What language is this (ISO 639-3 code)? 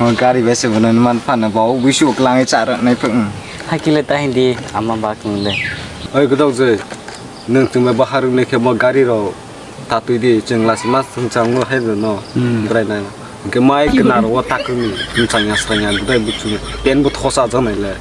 trp